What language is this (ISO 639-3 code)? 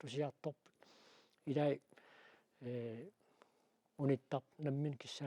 kal